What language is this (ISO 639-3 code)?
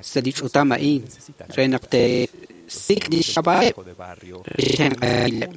kek